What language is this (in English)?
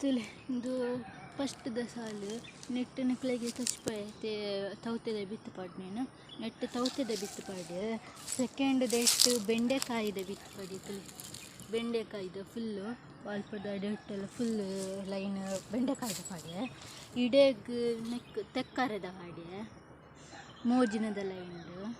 Tulu